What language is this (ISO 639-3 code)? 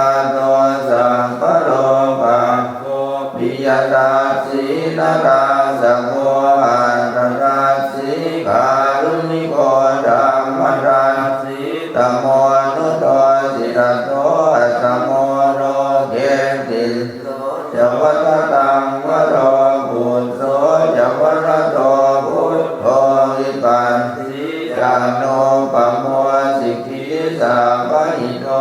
pli